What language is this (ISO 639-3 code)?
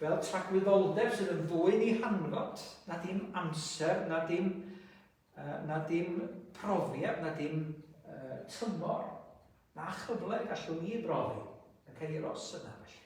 cym